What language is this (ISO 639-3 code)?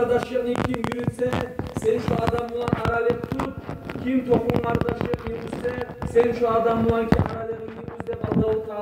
kum